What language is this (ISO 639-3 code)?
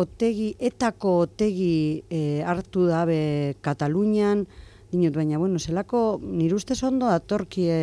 eus